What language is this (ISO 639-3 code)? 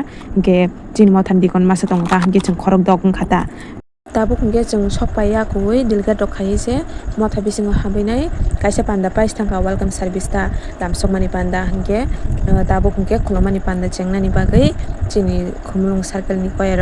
trp